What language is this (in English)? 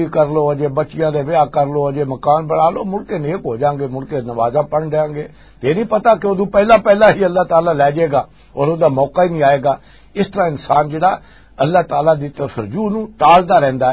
Western Panjabi